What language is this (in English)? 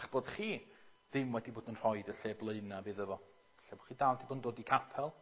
Welsh